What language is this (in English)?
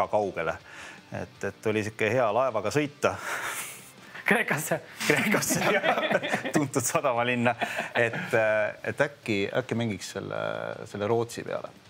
Estonian